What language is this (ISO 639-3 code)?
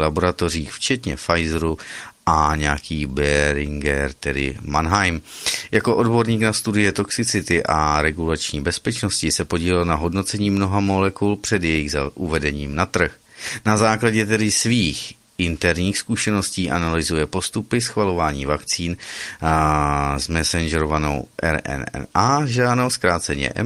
ces